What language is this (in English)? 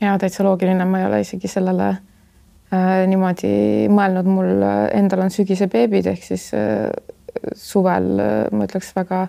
Estonian